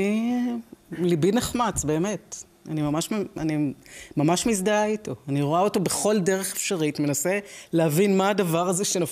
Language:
Hebrew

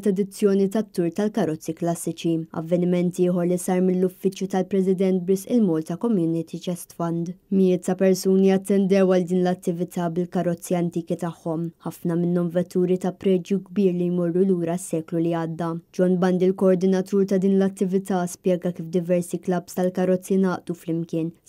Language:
Maltese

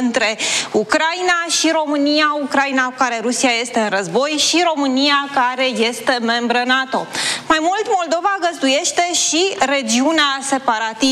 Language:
Romanian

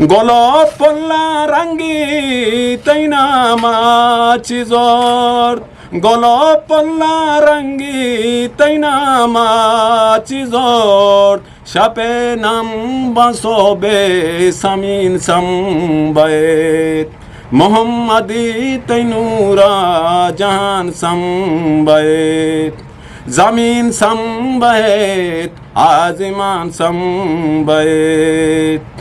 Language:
Eastern Balochi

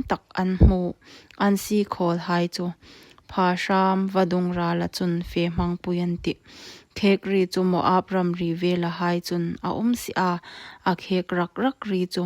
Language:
Hmar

